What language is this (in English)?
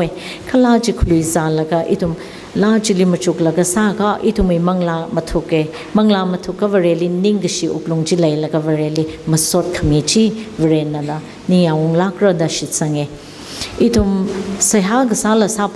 Tangkhul Naga (India)